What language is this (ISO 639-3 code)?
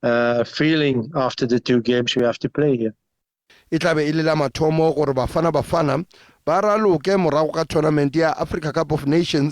tsn